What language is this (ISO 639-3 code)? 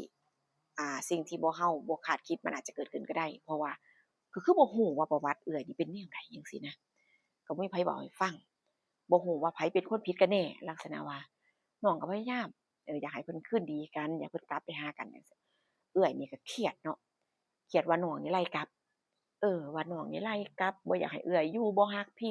tts